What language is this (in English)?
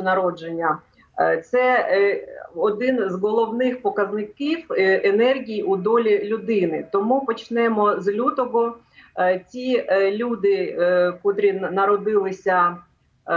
Ukrainian